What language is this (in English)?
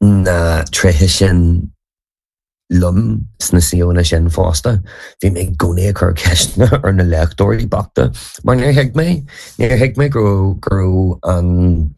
Irish